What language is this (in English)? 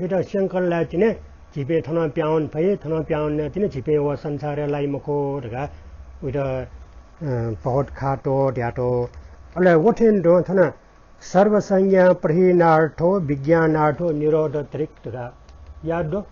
Newari